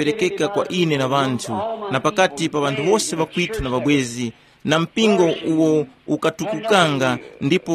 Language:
Tumbuka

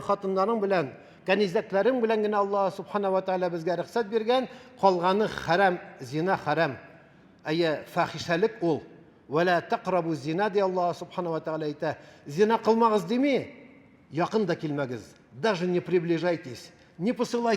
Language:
Tatar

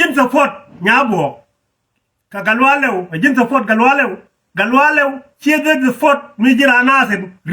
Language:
Nuer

